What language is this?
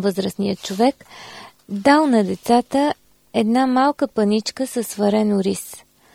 Bulgarian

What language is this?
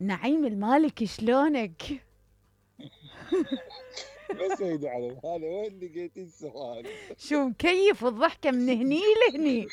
Mesopotamian Arabic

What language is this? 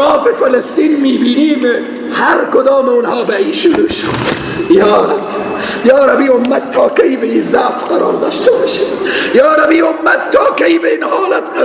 Persian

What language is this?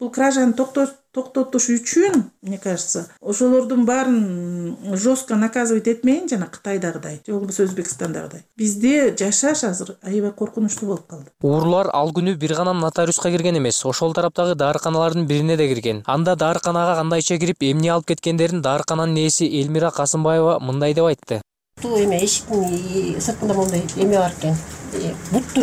Kyrgyz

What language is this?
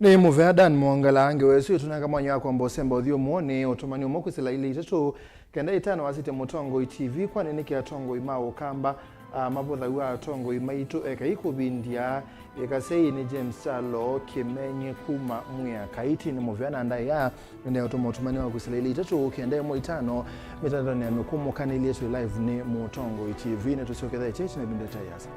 Kamba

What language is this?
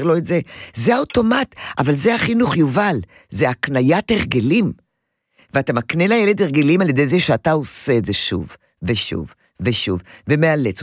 Hebrew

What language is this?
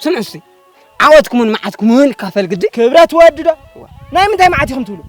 Tigrinya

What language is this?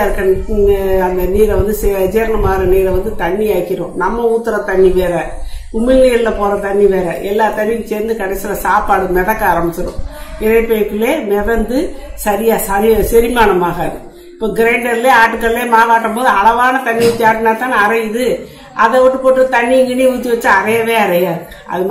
Tamil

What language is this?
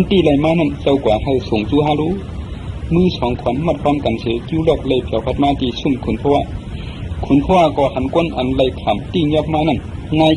Shan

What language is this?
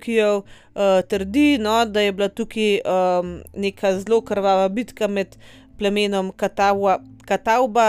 Slovenian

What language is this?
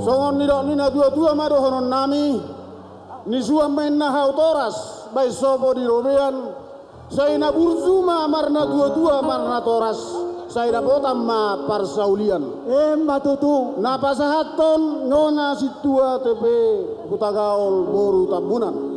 Batak Toba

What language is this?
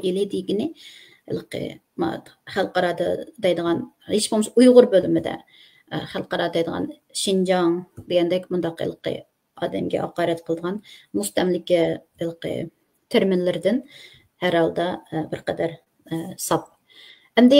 Uyghur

